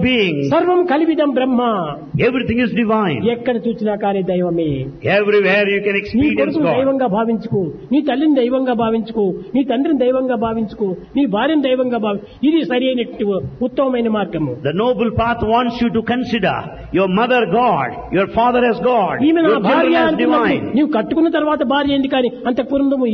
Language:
Telugu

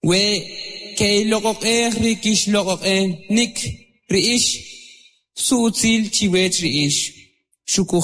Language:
Kʼicheʼ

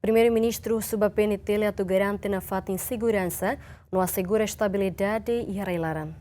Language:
Tetum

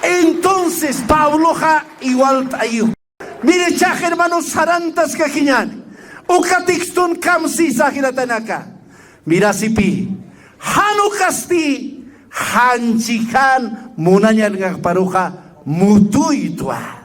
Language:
Aymara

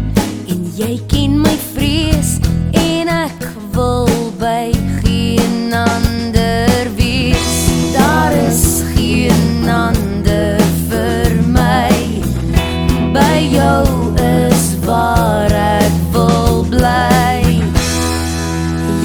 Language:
Afrikaans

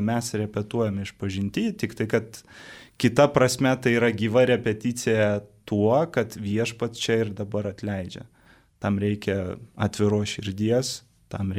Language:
Lithuanian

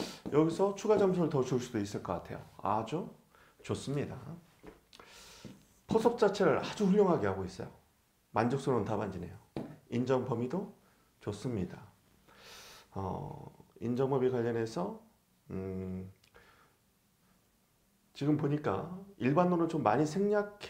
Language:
Korean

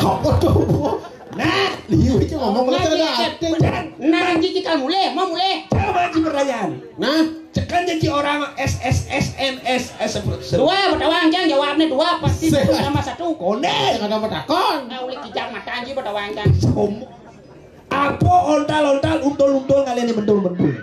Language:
Balinese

